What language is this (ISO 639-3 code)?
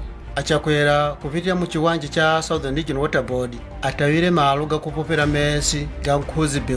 nya